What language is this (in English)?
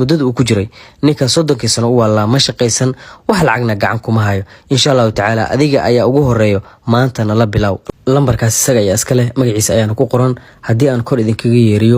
Somali